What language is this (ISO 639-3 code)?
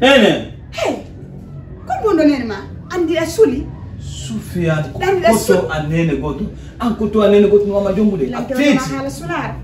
ful